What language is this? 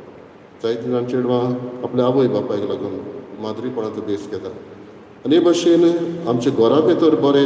Konkani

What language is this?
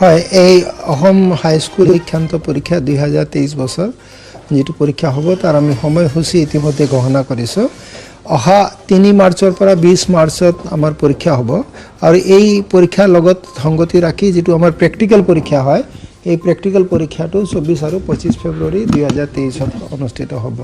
Assamese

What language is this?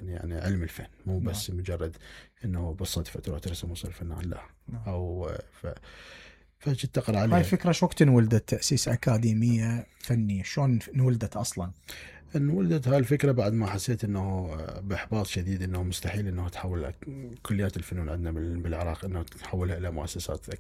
Mesopotamian Arabic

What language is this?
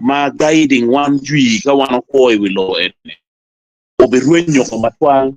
Acoli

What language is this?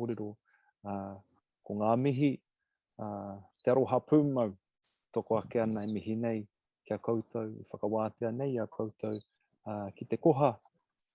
Māori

